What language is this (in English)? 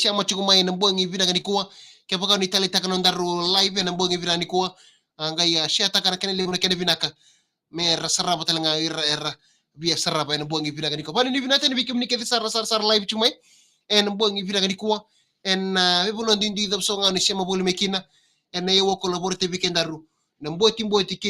Fijian